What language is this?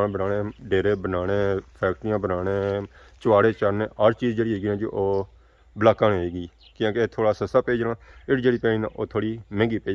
Pahari-Potwari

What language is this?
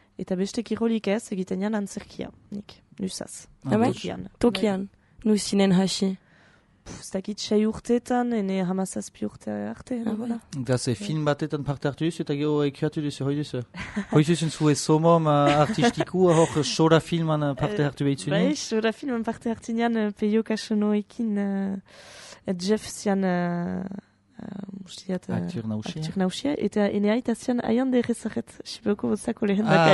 Basque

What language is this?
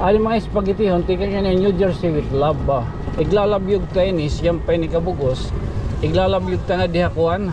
Waray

